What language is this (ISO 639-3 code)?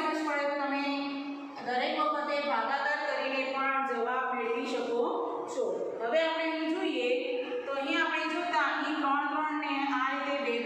guj